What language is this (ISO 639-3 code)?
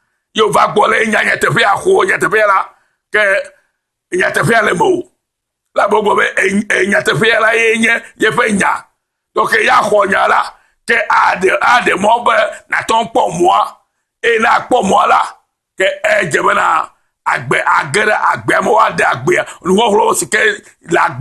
ewe